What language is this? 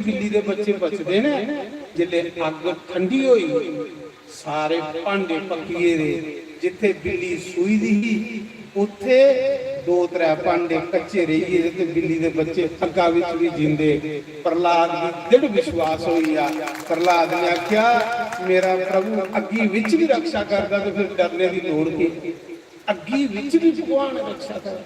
Dogri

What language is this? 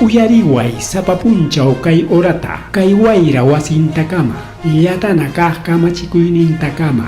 Ayacucho Quechua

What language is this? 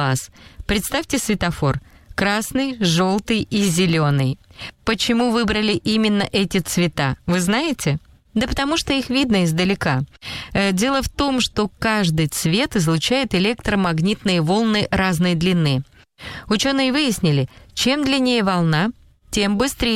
Russian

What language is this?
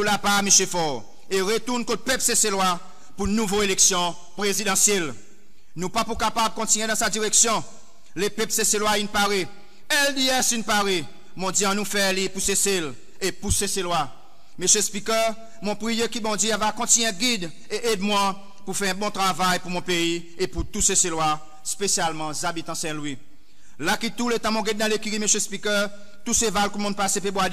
Seselwa Creole French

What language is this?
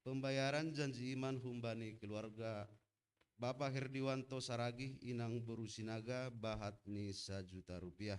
Batak Simalungun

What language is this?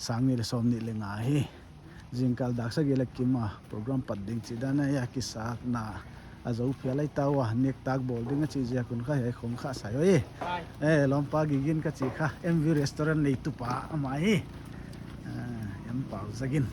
Paite Chin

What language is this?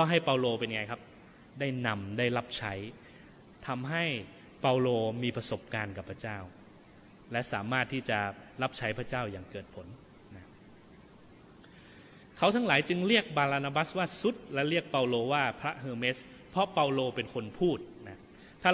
Thai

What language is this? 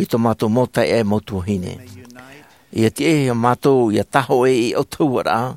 Tahitian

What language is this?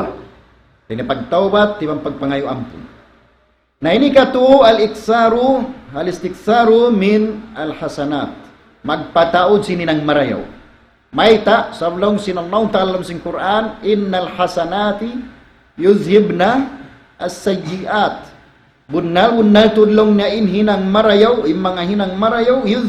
Tausug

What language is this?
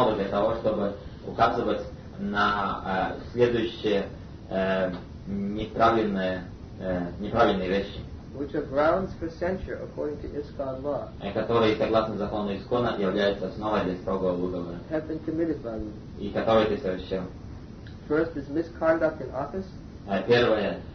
Russian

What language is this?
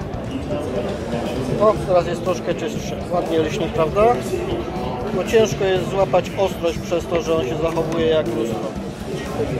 Polish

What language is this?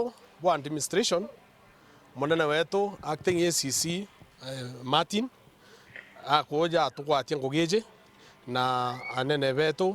Meru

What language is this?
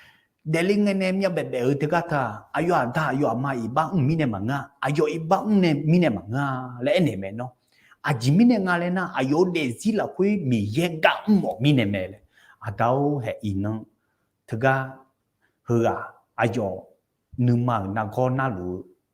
Akha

